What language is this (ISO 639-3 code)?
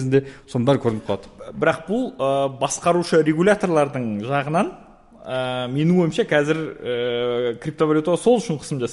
kaz